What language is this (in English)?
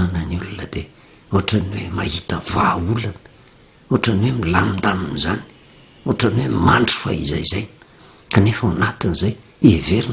Malagasy